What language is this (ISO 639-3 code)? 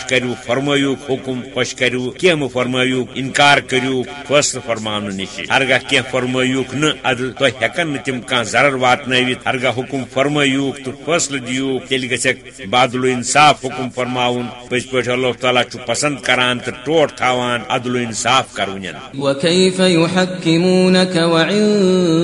kas